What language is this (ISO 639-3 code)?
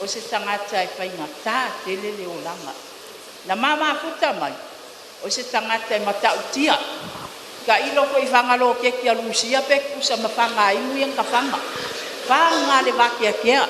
smo